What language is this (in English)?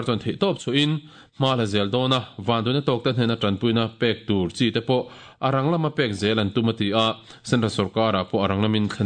Mizo